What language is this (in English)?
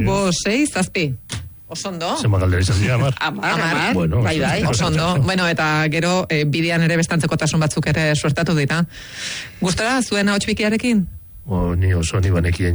Basque